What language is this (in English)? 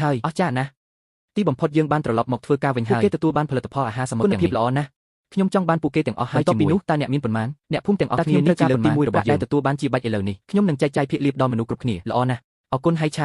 Khmer